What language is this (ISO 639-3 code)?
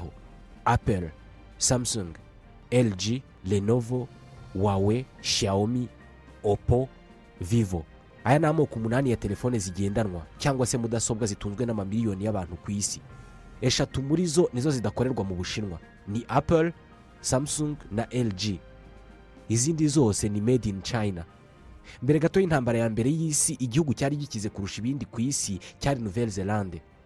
kin